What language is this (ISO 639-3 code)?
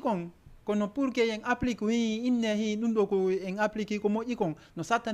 ful